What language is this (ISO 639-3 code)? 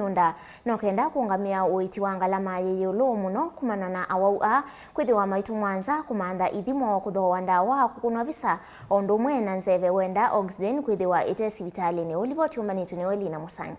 kam